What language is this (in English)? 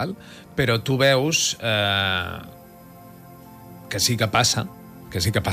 Catalan